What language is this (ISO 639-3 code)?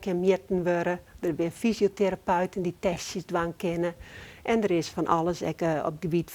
fry